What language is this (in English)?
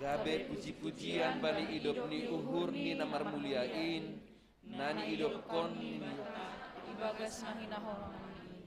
Batak Simalungun